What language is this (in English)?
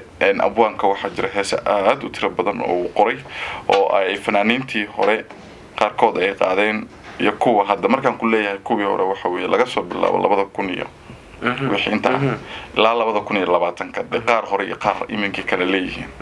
Somali